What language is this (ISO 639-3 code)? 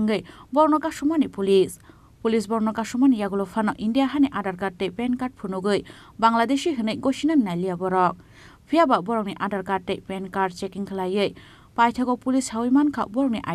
trp